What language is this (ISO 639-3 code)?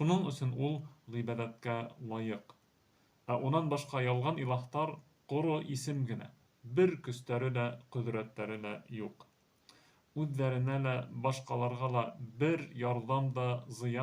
bak